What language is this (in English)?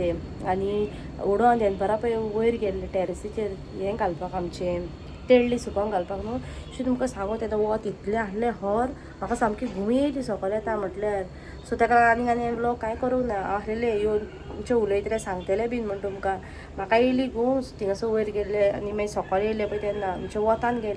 Konkani